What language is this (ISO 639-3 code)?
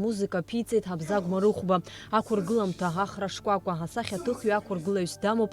abk